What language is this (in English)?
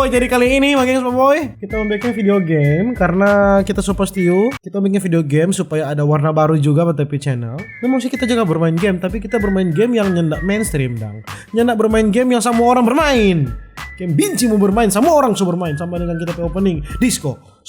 Manado Malay